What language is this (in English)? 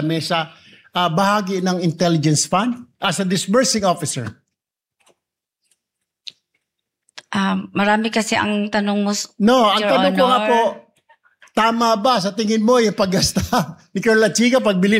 Filipino